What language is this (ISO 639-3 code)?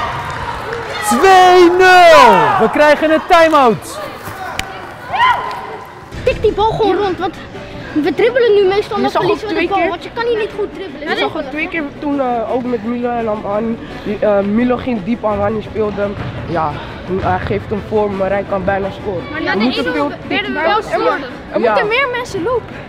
nld